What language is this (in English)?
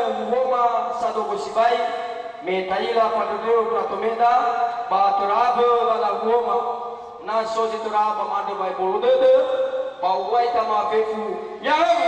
Nias